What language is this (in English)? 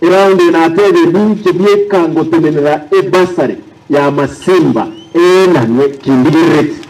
Gusii